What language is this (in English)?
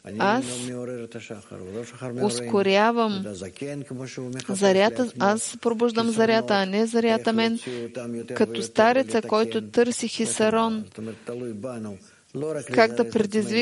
Bulgarian